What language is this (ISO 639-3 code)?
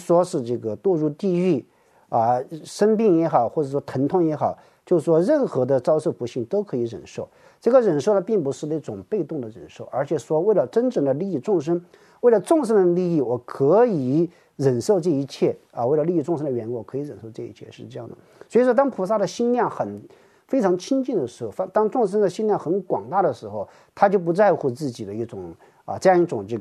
zho